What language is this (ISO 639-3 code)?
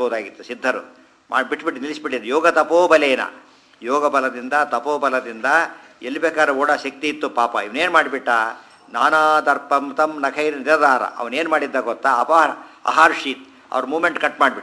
kan